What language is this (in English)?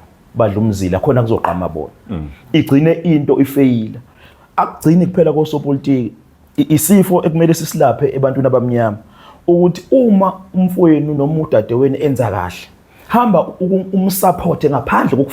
Zulu